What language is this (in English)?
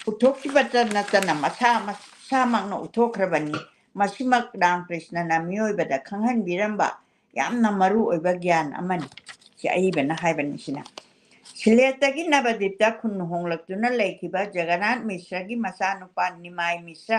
Manipuri